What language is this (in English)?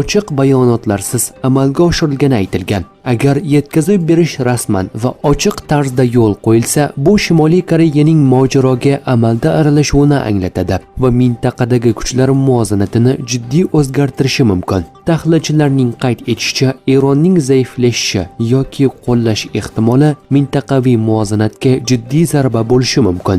Uzbek